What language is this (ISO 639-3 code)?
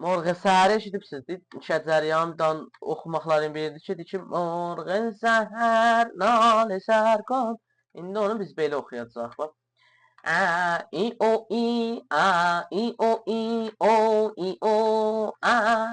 azb